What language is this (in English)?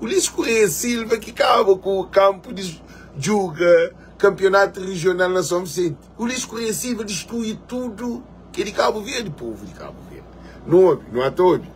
Kabuverdianu